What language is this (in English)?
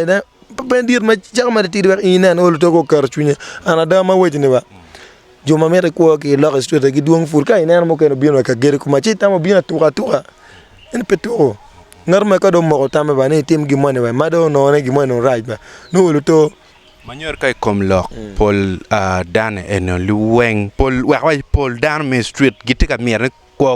Acoli